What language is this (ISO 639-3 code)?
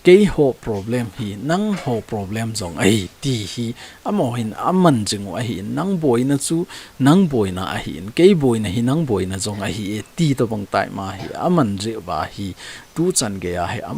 tcz